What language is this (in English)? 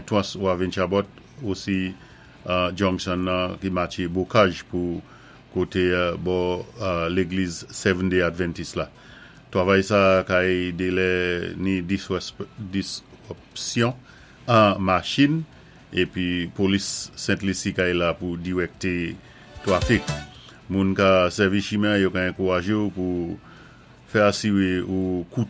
Saint Lucian Creole French